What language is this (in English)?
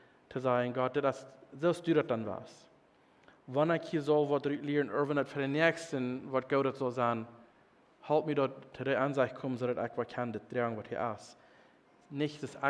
Plautdietsch